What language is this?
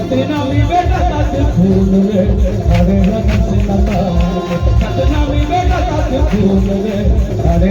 Chhattisgarhi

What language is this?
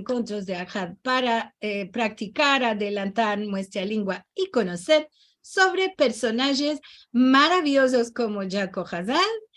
Ladino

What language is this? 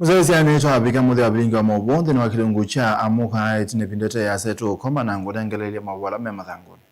Kamba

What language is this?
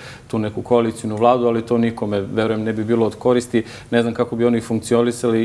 Serbian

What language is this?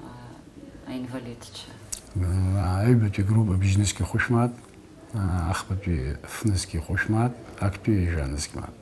Abkhazian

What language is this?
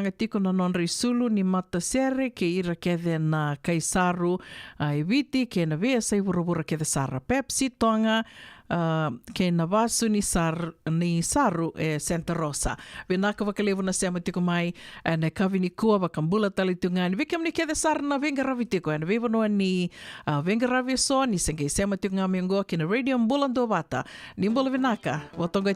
Fijian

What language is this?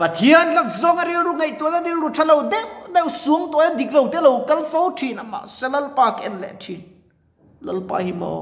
Mizo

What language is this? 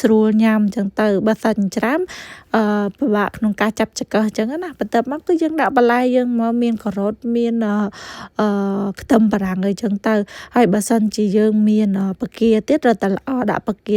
Khmer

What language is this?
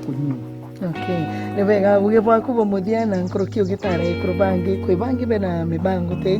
Meru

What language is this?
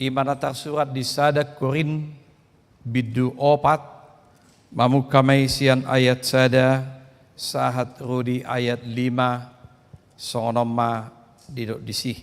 Batak Toba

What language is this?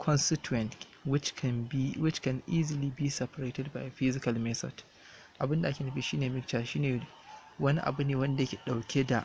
Hausa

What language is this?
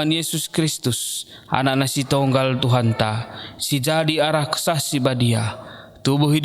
Batak Karo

